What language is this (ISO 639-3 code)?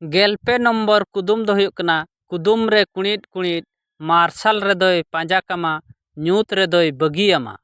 sat